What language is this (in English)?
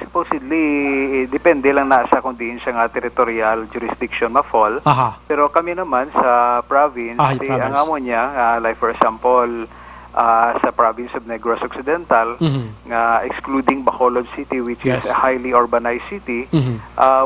Hiligaynon